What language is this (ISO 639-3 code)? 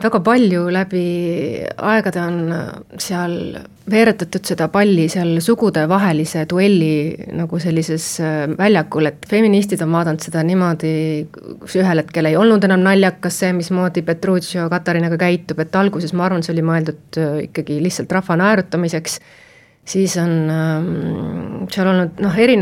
est